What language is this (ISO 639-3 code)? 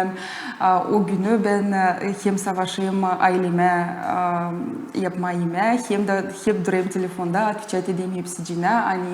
gag